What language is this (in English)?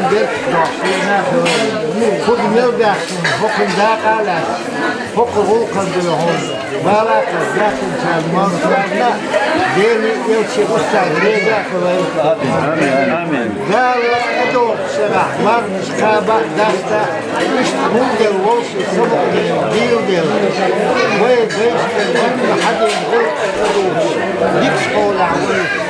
Chechen